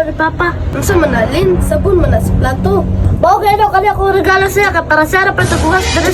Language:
Cebuano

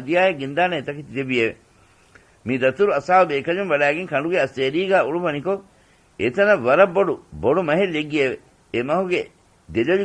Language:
Divehi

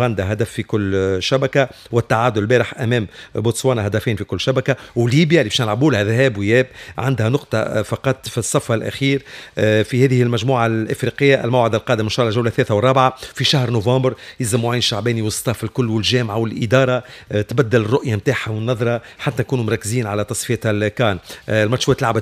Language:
Tunisian Arabic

